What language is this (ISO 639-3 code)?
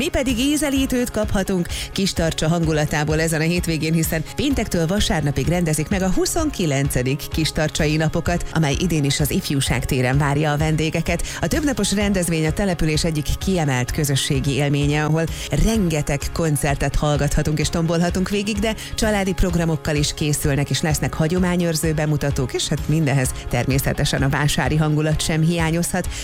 hun